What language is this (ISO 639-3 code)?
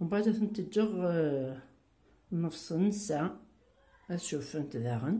kab